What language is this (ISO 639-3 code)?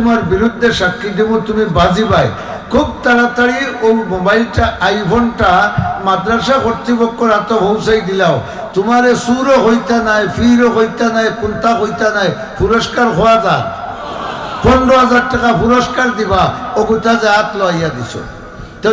syl